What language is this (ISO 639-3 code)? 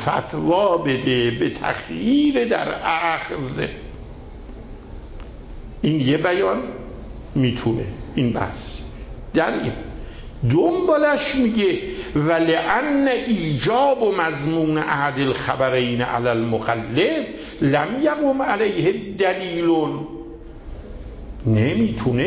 fas